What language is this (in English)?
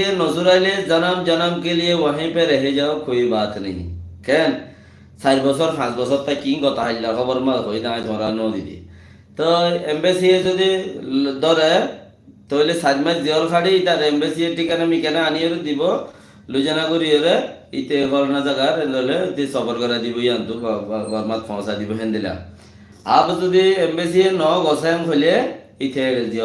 Rohingya